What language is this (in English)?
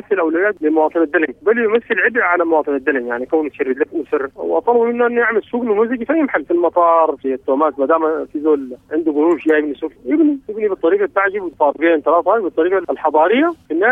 Sudanese Arabic